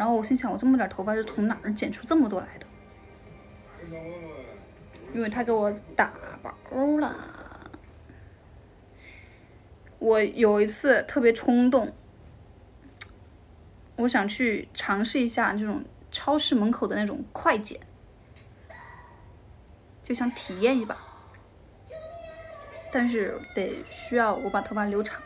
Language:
Chinese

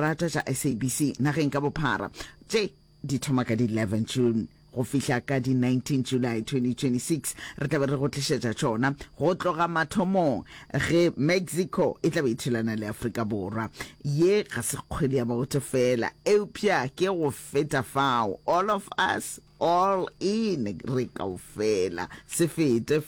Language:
Northern Sotho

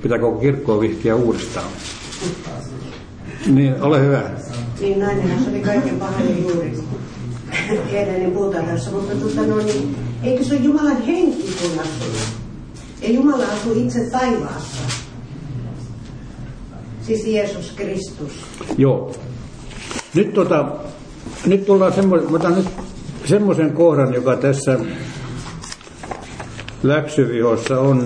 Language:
Finnish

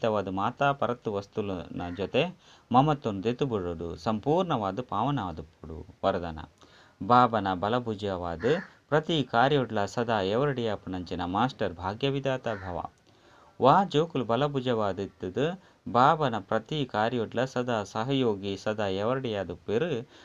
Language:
Tulu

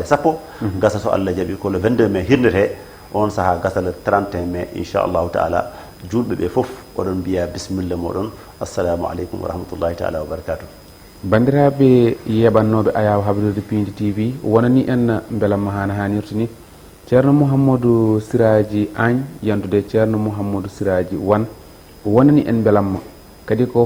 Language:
Fula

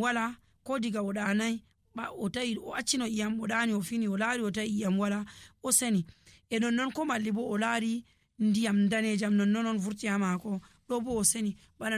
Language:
Nigerian Fulfulde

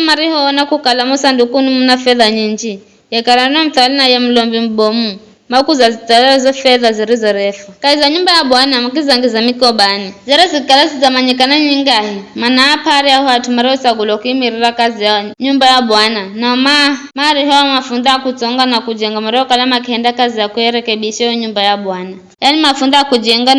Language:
Giryama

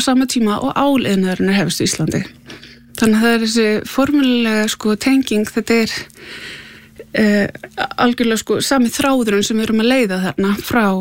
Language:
Icelandic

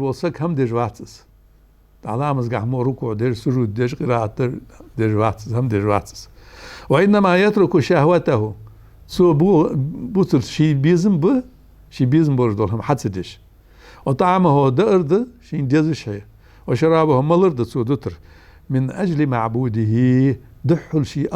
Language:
Ingush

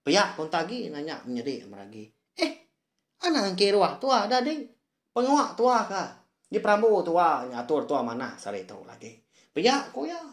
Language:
Iban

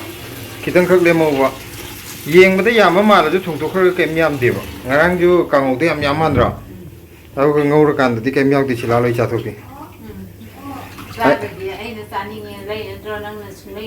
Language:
Manipuri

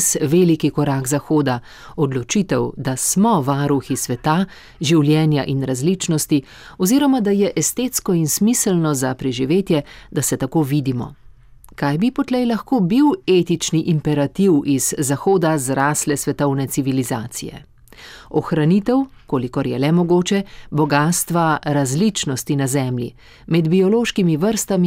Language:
Slovenian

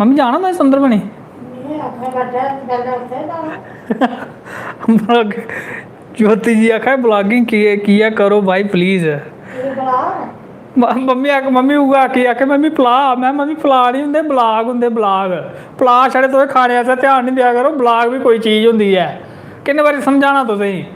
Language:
Dogri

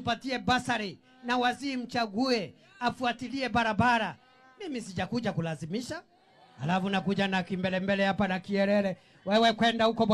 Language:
Meru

